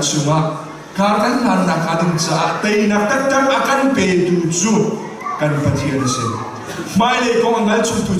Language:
Hakha Chin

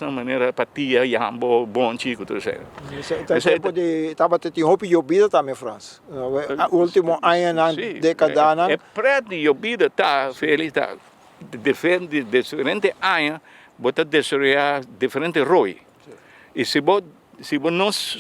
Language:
Papiamento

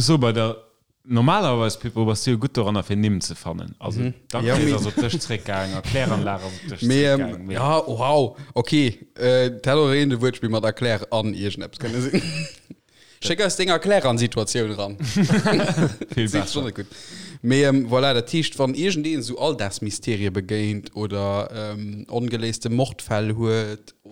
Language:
Luxembourgish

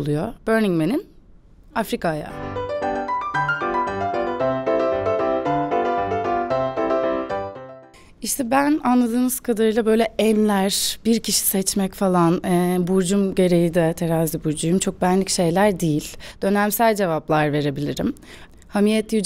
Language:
Turkish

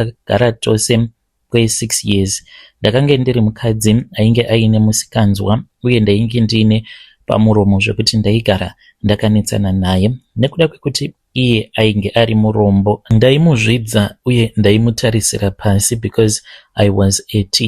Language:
Shona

